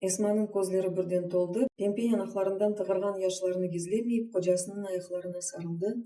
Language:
Crimean Tatar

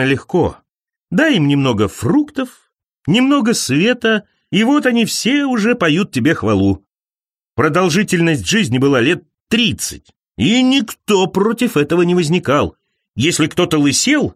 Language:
Russian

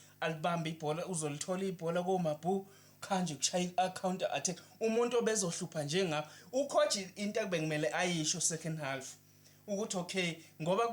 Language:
Zulu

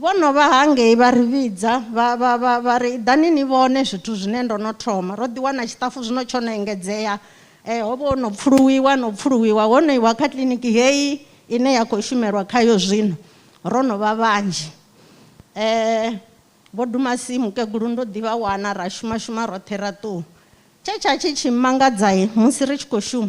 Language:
Venda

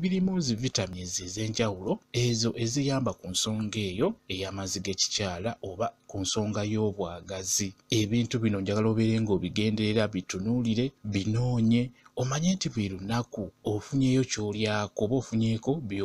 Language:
Ganda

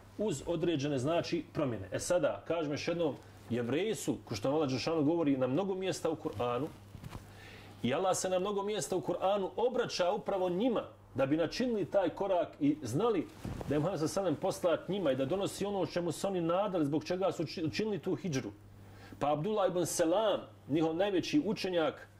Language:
Bosnian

